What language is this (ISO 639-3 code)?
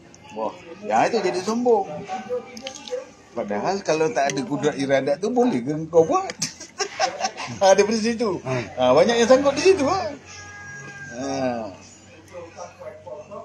msa